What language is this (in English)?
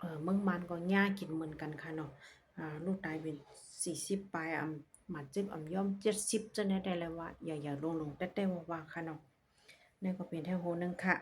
Shan